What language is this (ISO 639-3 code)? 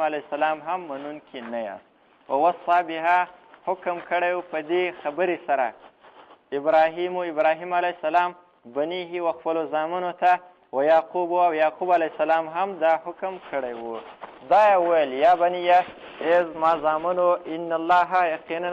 pus